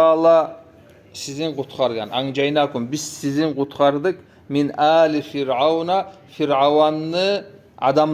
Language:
Kumyk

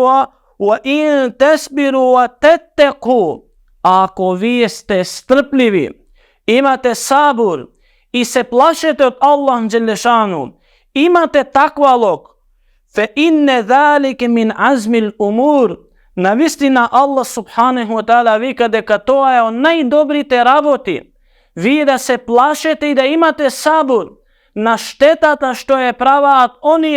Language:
Macedonian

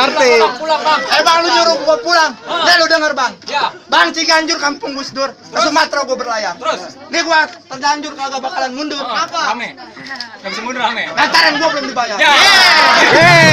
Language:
Betawi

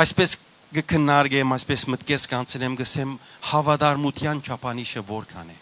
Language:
Western Armenian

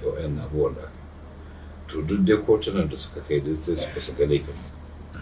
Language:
Hausa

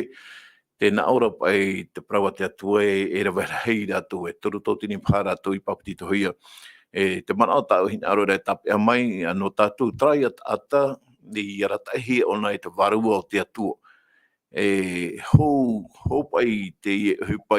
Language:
Tahitian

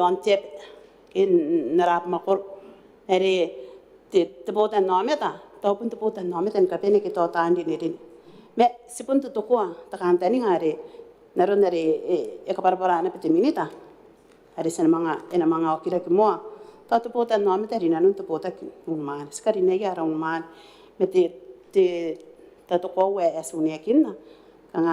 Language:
Gilbertese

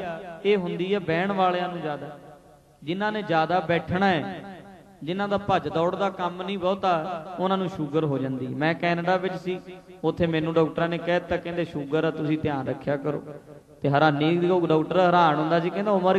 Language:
Punjabi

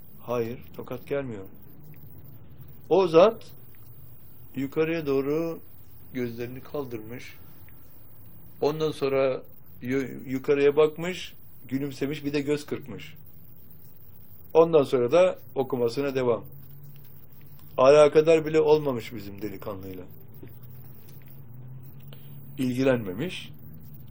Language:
Turkish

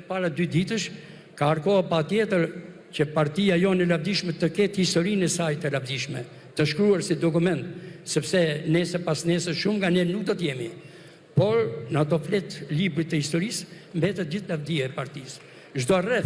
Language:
Albanian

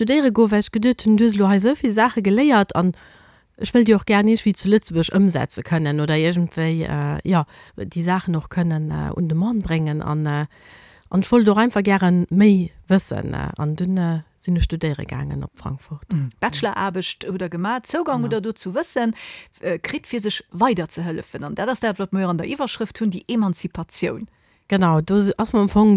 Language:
Luxembourgish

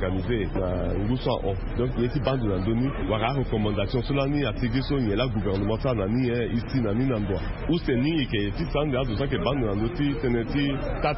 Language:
Sango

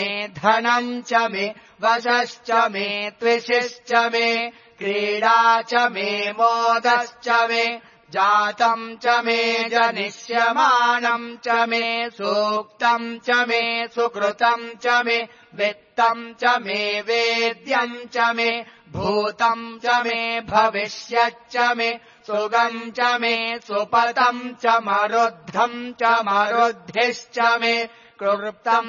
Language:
Sanskrit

